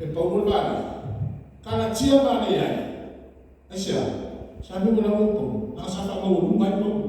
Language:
Samoan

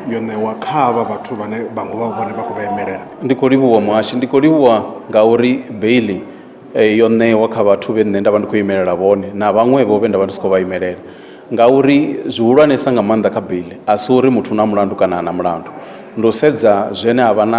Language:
Venda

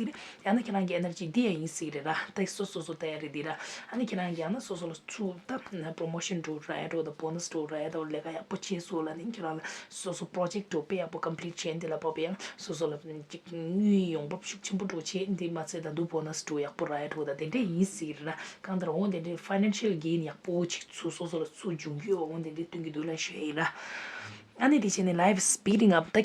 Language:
Tibetan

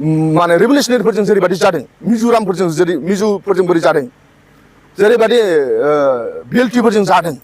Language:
Bodo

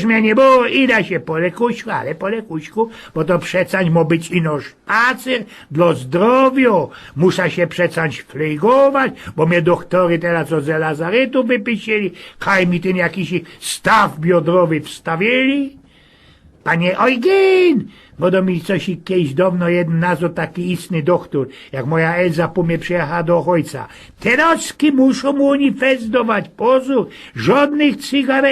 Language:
Silesian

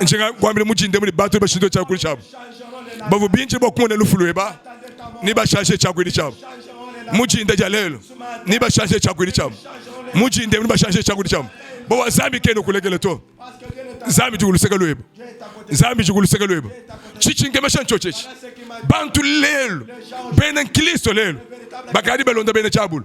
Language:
Luba-Lulua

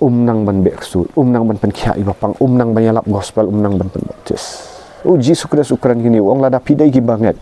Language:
Khasi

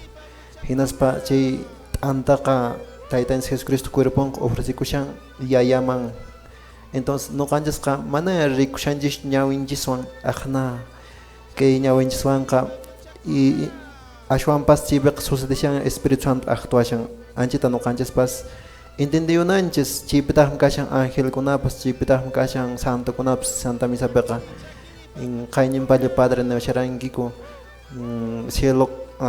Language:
Quechua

